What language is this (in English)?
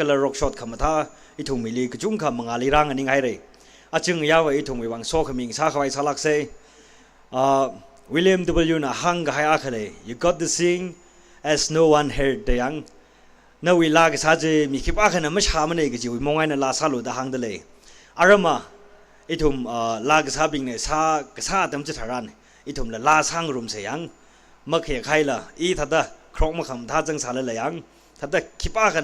Tangkhul Naga (India)